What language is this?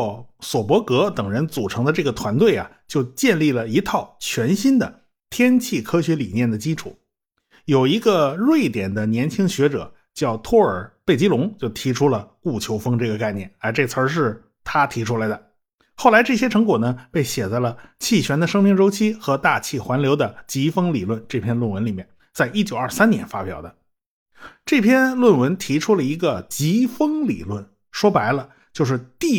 Chinese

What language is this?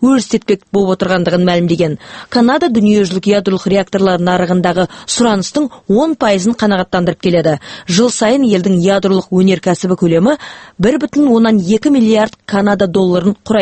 Kazakh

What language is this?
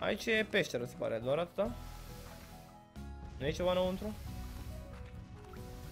Romanian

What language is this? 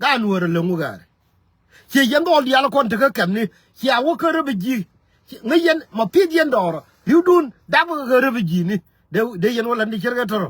Nuer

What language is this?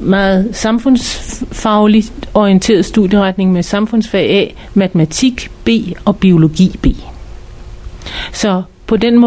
Danish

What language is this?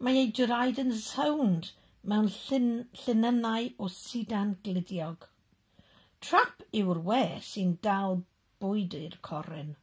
Welsh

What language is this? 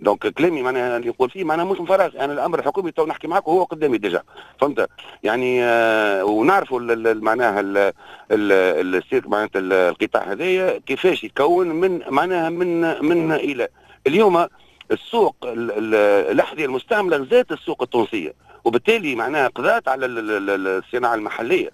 Tunisian Arabic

